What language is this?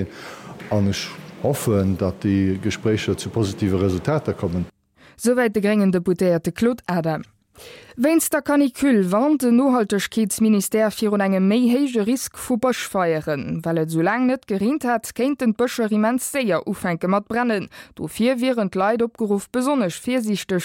Luxembourgish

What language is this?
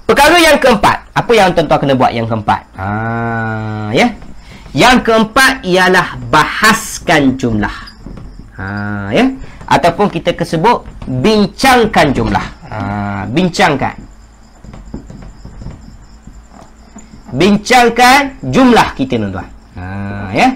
Malay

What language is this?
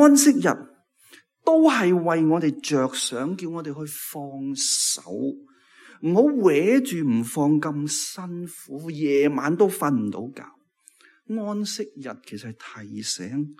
Cantonese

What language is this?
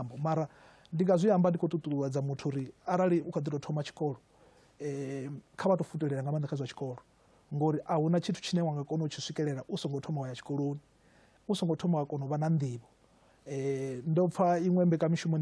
Venda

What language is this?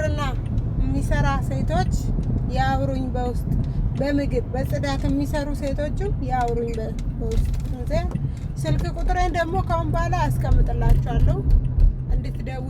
Amharic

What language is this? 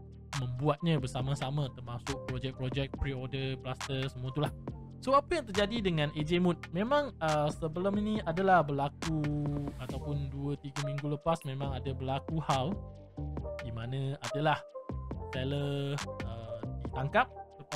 Malay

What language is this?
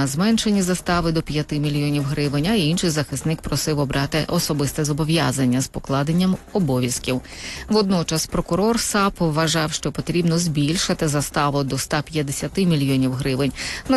Ukrainian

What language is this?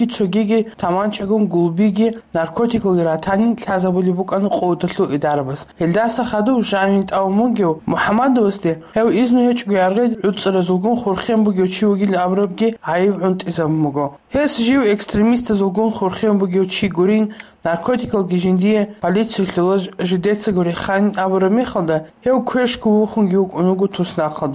Avaric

